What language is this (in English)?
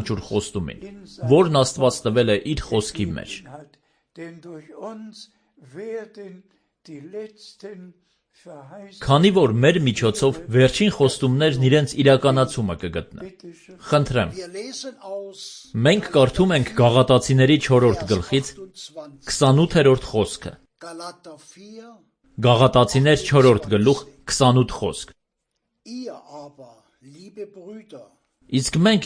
Armenian